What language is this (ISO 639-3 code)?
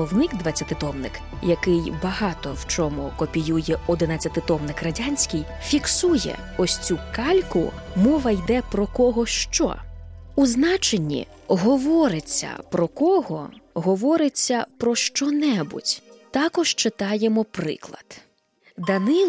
ukr